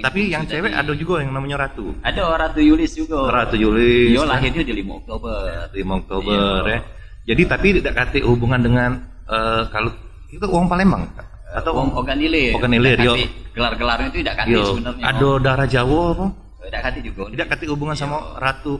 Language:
Musi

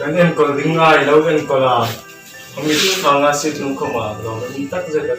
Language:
Hmar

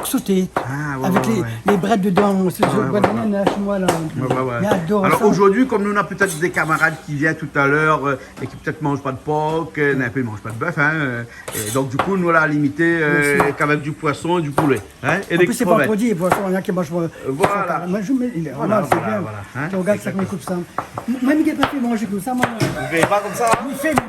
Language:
Réunion Creole French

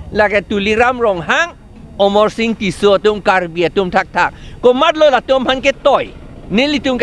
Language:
Karbi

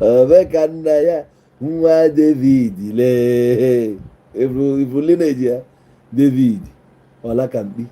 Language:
Igbo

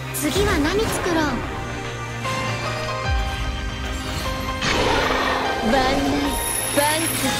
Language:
Japanese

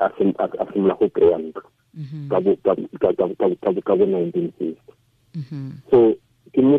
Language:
Tswana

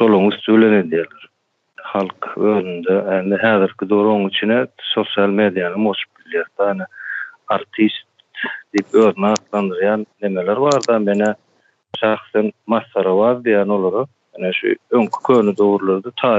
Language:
Turkmen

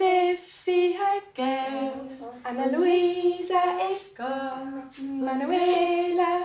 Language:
Romansh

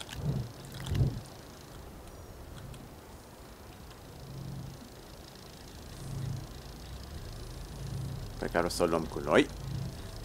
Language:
Romanian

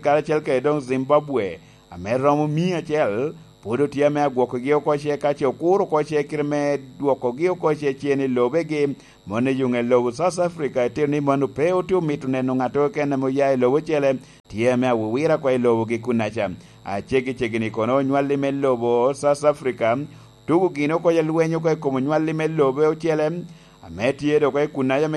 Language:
Lango (Uganda)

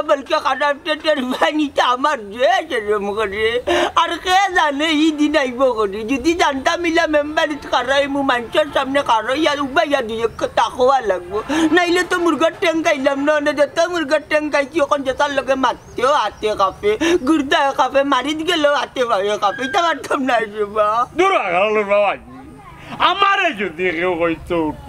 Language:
Sylheti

